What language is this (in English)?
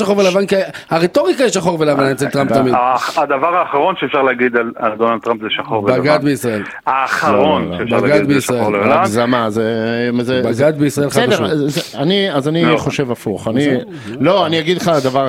Hebrew